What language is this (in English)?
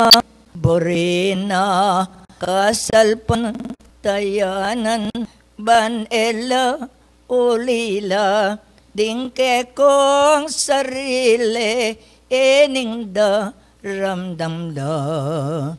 Pampanga